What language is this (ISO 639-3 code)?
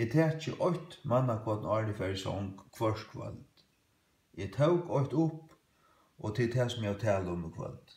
fao